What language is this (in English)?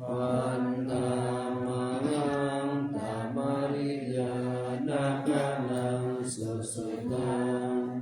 Pali